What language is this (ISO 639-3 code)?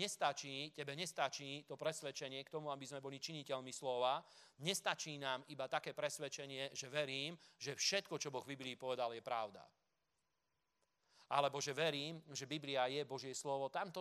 slk